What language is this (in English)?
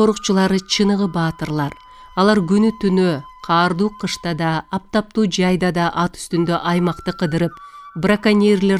Kyrgyz